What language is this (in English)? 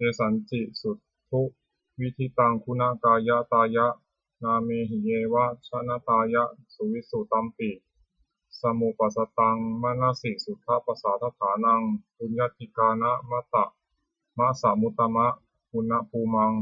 Pali